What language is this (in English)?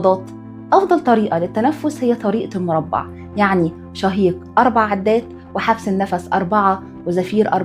Egyptian Arabic